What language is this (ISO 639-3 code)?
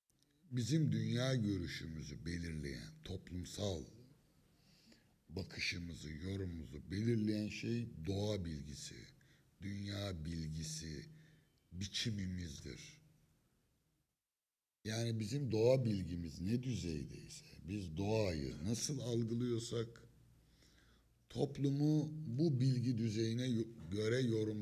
tur